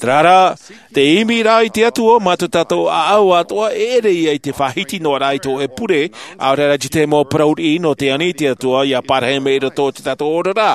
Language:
Tahitian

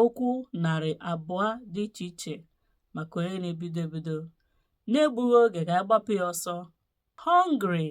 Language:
Igbo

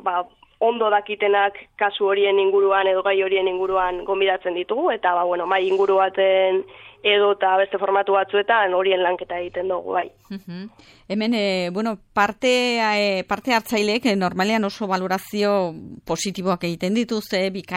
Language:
Basque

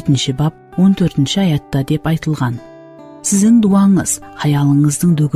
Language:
Kara-Kalpak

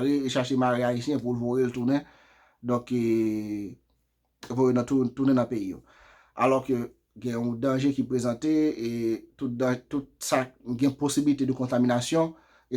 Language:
Haitian Creole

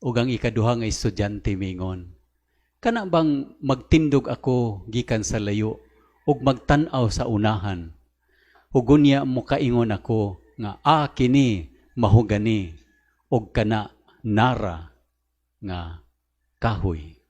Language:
Cebuano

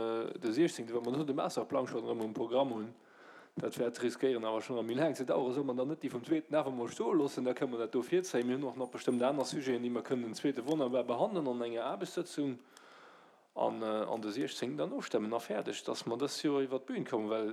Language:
Luxembourgish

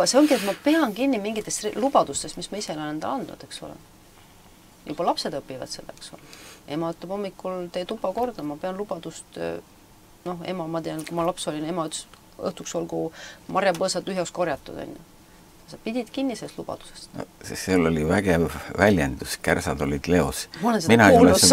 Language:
Estonian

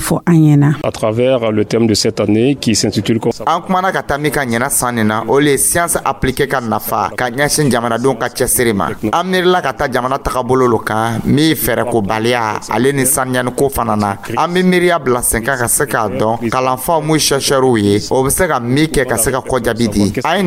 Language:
Dyula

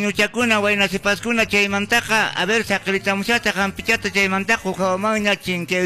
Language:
Quechua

